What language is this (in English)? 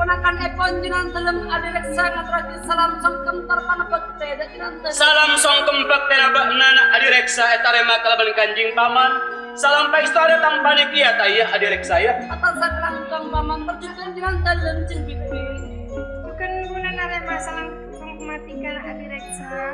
Madurese